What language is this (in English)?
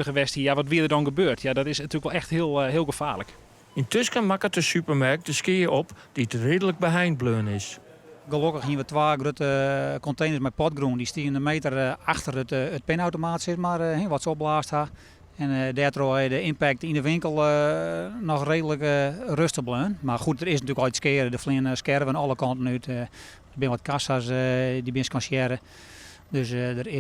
Western Frisian